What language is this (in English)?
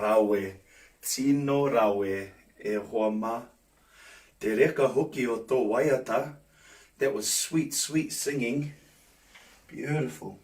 Māori